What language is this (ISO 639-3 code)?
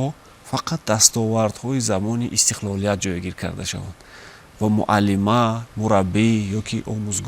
tgk